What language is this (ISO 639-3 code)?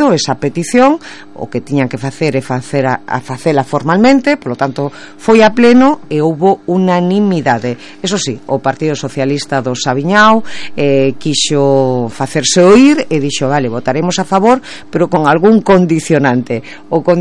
glg